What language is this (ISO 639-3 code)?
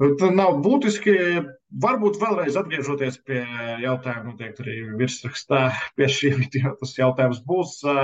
lav